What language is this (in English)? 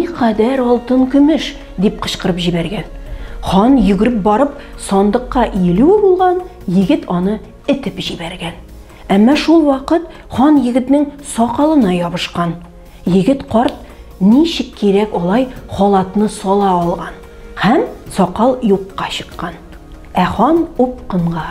Tatar